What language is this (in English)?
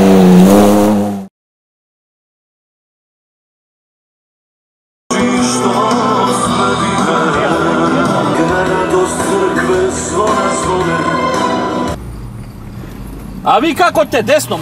Croatian